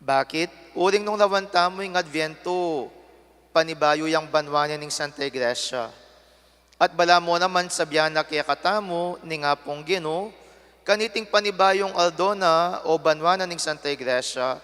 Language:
Pampanga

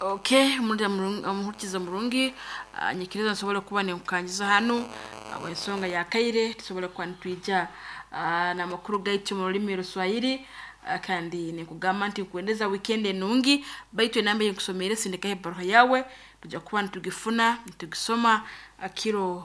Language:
Nyankole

